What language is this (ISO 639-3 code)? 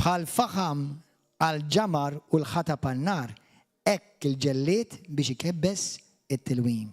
mlt